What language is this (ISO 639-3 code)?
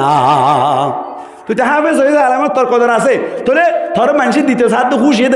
rhg